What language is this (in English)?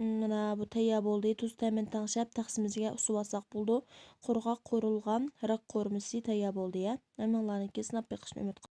Uyghur